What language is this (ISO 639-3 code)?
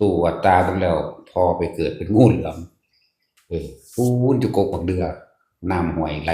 tts